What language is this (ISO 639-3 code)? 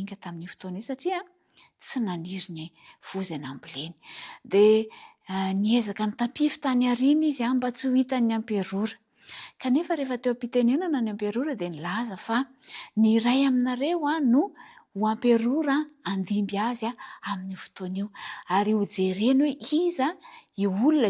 mlg